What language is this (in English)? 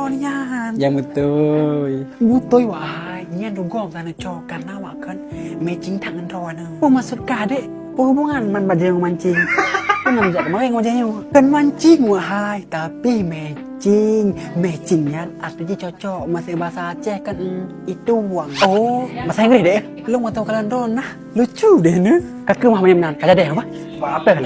Achinese